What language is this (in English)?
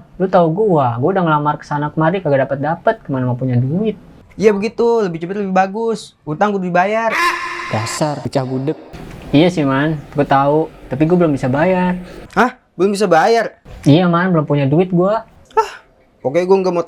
Betawi